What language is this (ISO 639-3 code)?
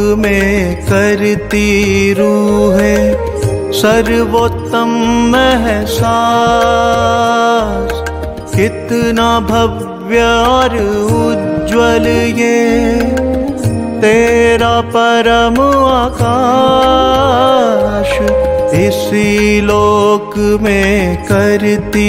hin